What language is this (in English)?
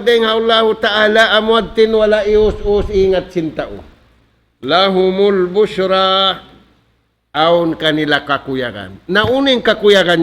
Tausug